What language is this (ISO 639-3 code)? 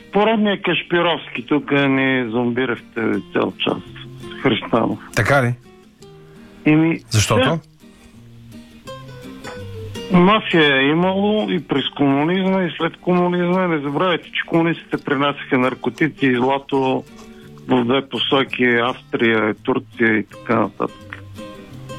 bul